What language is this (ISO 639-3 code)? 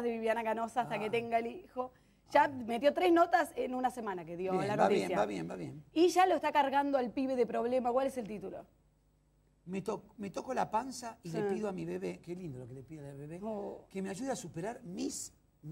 spa